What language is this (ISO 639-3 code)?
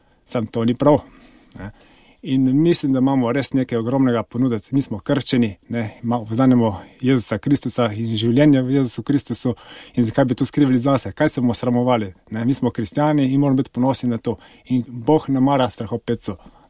slv